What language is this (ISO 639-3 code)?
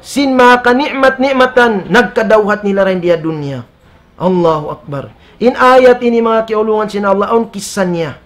tsg